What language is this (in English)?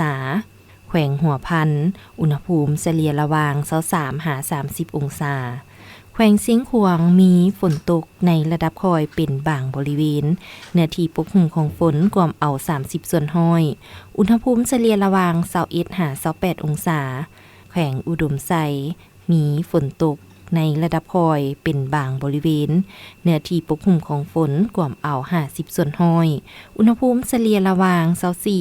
Lao